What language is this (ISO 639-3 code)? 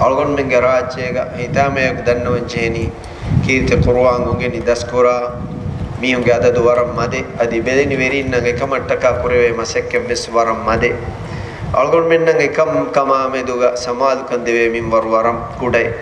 div